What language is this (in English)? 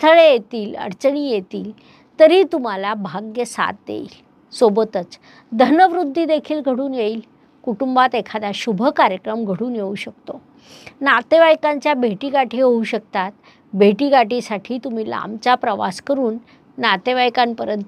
Marathi